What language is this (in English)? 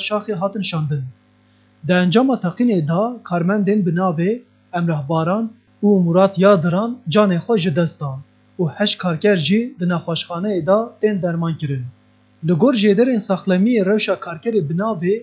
Kurdish